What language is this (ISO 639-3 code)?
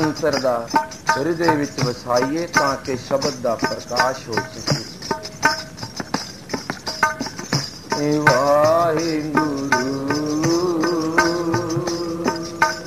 pan